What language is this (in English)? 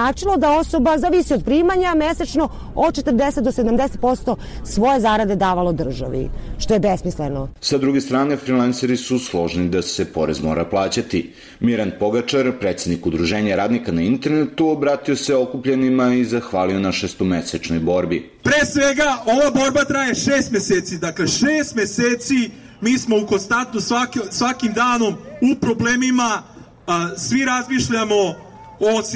Serbian